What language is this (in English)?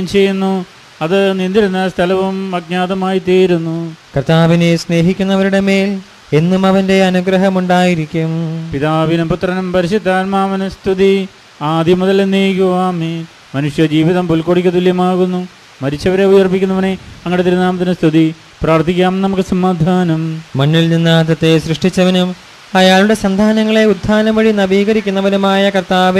Malayalam